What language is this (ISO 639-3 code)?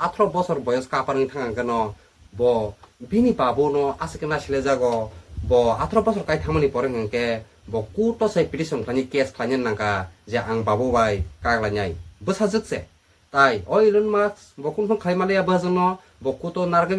trp